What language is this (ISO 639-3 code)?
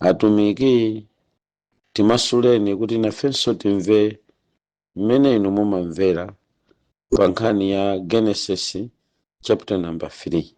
nya